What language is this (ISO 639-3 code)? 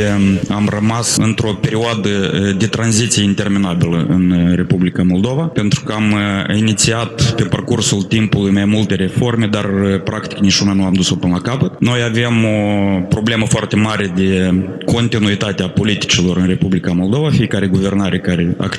ron